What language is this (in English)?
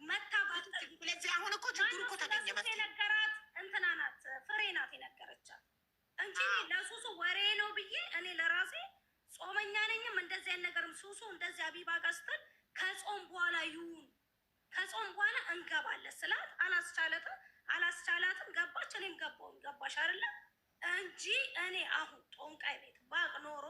Amharic